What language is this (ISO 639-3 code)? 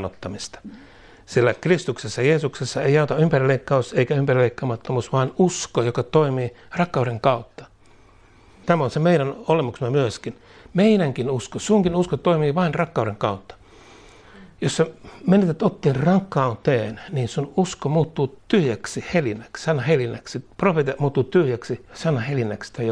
fin